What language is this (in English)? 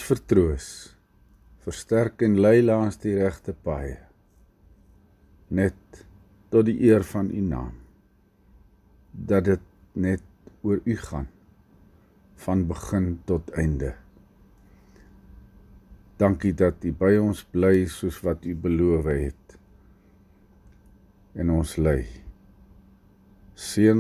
Afrikaans